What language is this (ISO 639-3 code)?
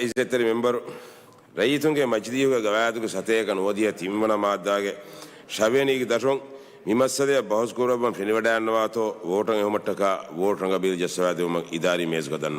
div